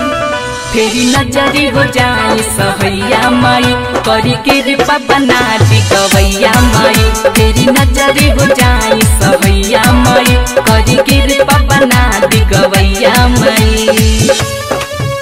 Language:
Bhojpuri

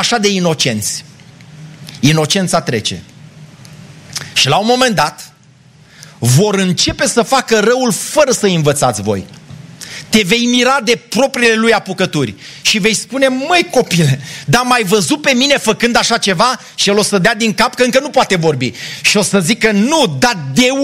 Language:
Romanian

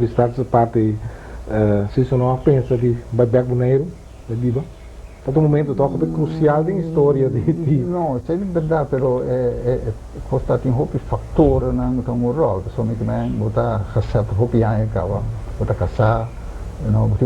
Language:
Papiamento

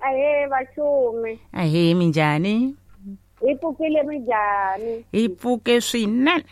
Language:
Tsonga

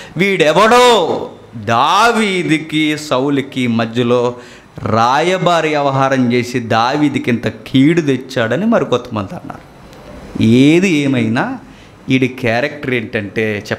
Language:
Telugu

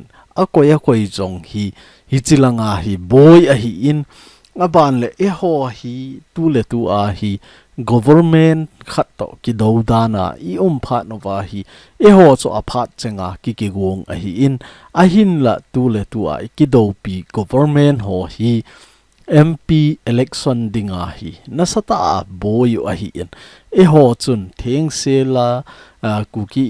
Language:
Thado Chin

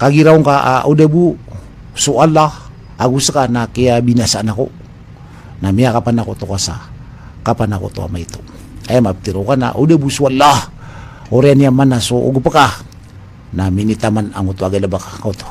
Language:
Maranao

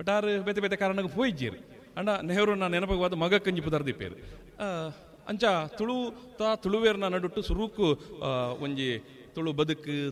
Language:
Tulu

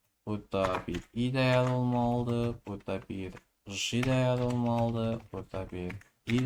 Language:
Azerbaijani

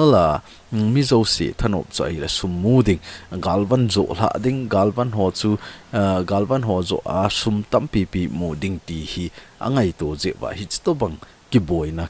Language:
Thado Chin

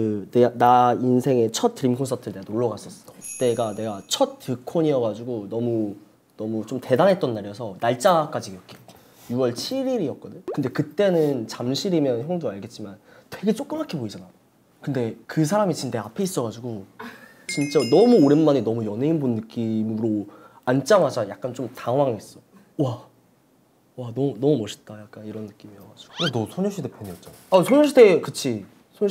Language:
Korean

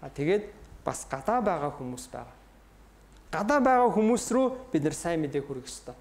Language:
Mongolian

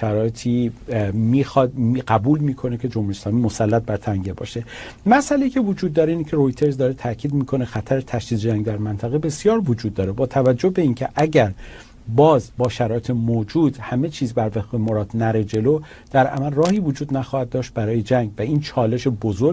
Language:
Persian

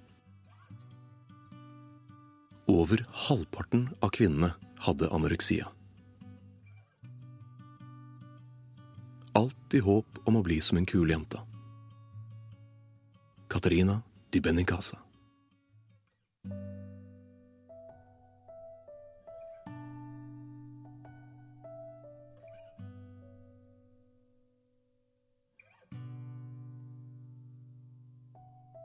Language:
Norwegian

